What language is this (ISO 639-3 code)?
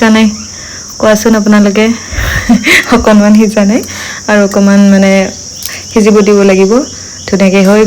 asm